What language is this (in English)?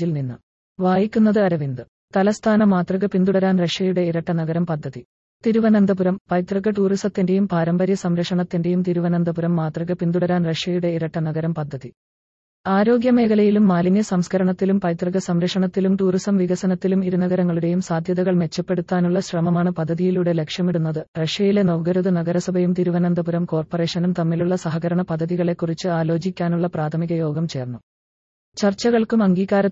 Malayalam